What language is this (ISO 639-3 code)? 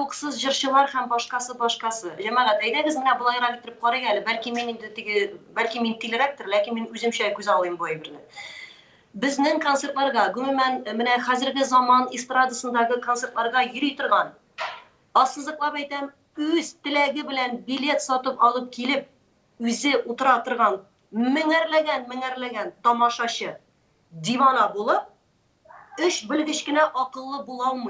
tat